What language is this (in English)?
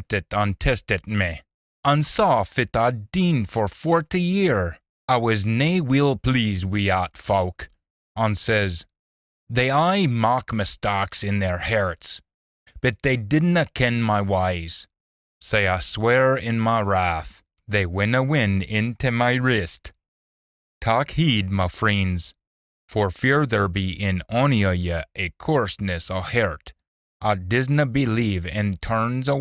Scots